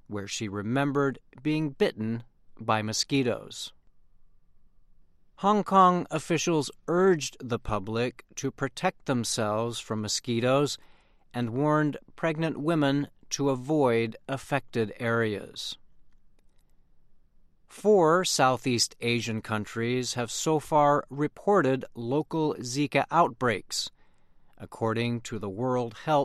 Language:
English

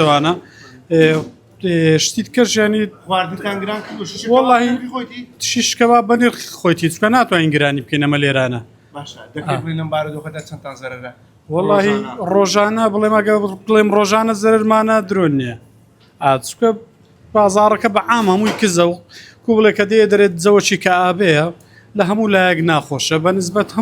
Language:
Central Kurdish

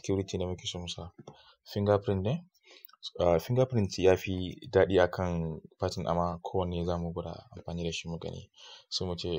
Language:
Hausa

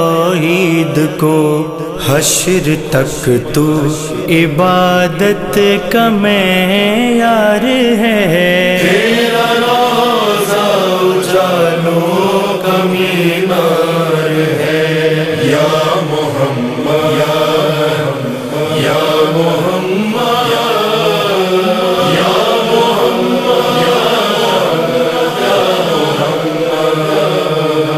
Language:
Urdu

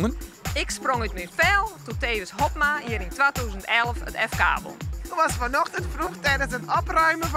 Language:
Western Frisian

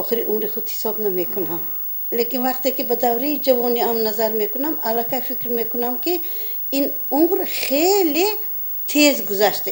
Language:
Tajik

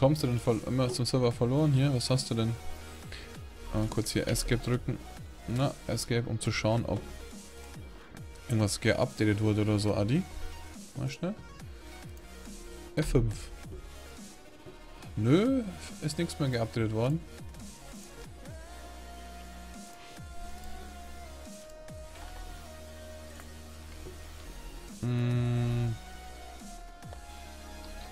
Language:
German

